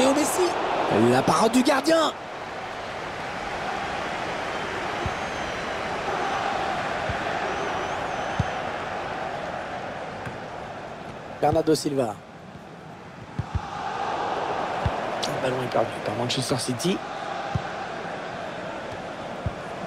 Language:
French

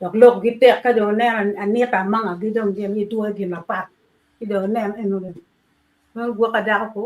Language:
Acoli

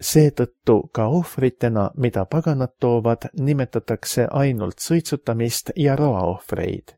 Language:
Estonian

